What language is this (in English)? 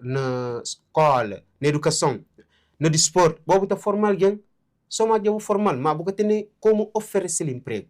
Kabuverdianu